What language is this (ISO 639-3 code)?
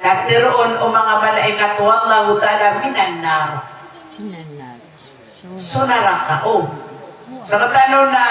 mrw